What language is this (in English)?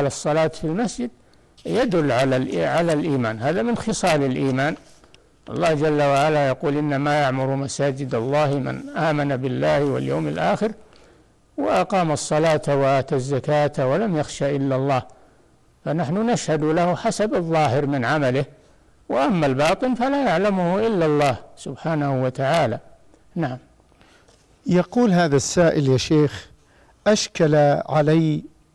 Arabic